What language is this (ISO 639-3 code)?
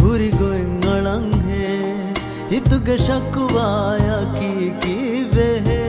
div